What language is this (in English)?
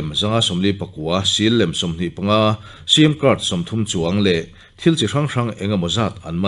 Mizo